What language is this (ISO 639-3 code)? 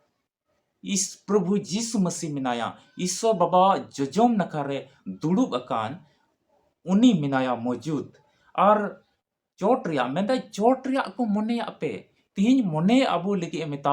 sat